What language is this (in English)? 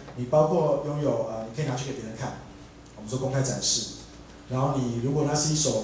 Chinese